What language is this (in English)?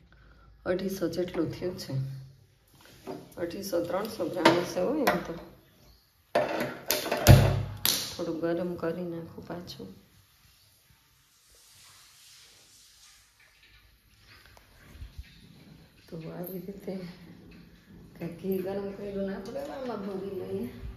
Gujarati